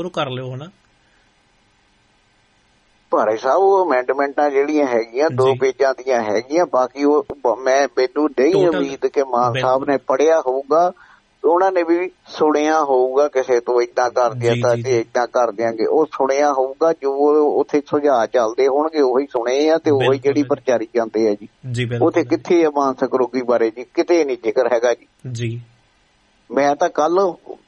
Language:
Punjabi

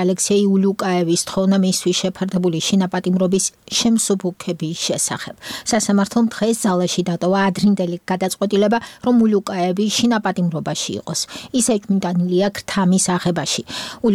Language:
Georgian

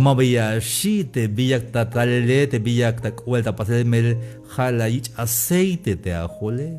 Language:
Tzeltal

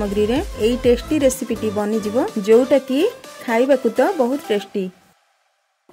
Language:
Odia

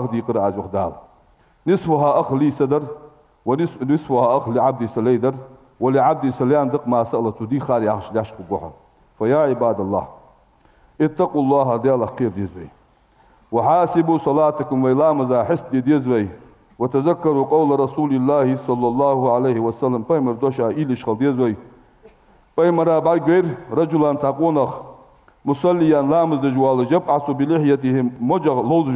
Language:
Ingush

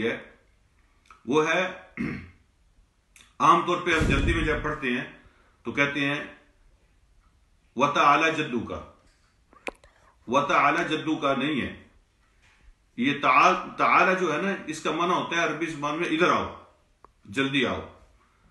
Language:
Urdu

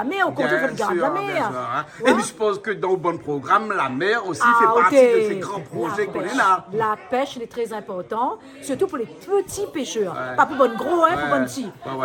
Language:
Réunion Creole French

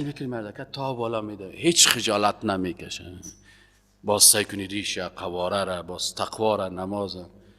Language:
Persian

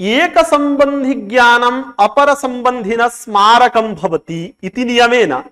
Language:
Sanskrit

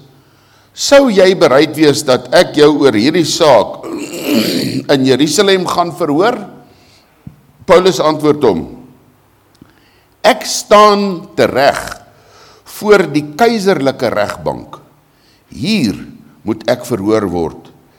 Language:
Afrikaans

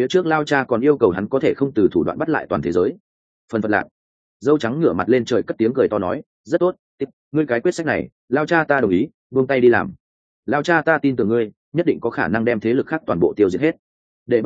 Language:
Vietnamese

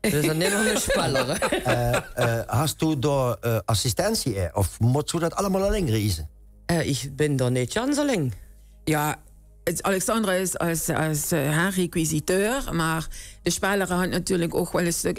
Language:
Limburgish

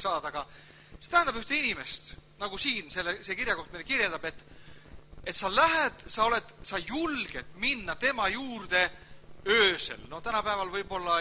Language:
Estonian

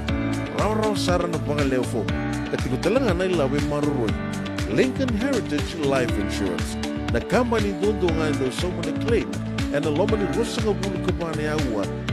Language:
Fijian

